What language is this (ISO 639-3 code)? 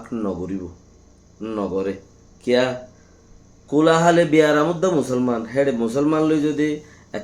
rhg